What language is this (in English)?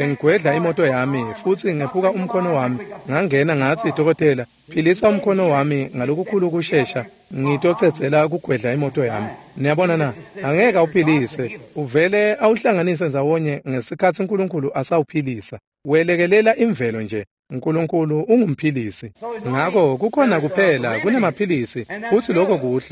Swati